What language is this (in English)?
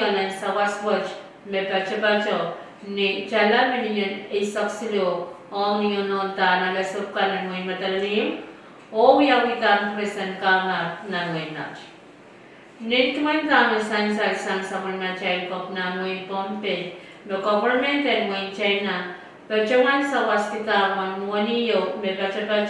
Pohnpeian